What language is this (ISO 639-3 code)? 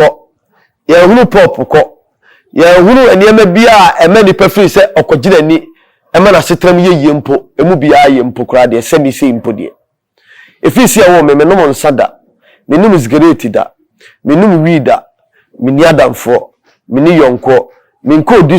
aka